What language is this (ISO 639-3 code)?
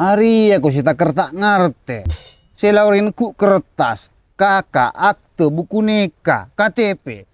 mad